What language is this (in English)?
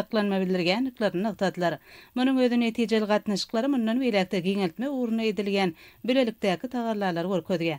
Turkmen